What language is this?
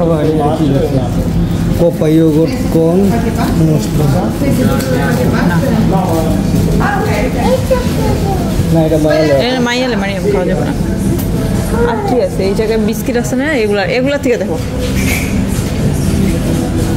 Bangla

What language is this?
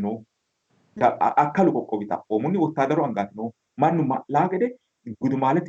Sidamo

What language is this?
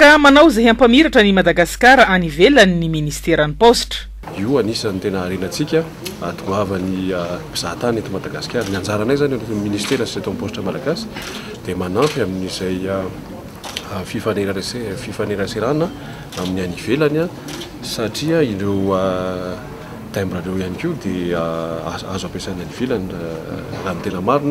Malagasy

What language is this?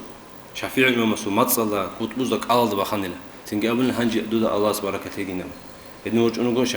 Avaric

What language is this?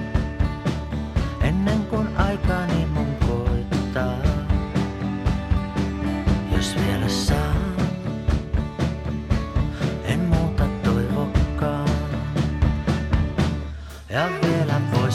Finnish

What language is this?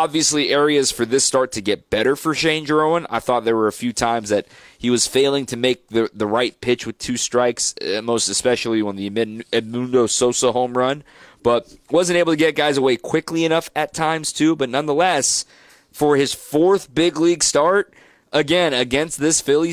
English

